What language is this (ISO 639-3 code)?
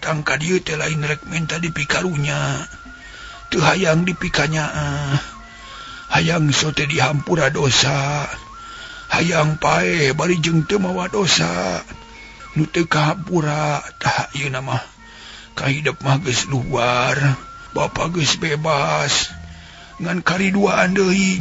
sun